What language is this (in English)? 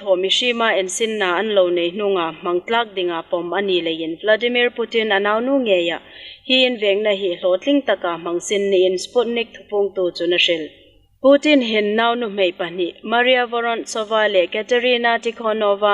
Hmar